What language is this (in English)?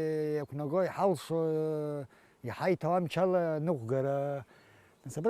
Abkhazian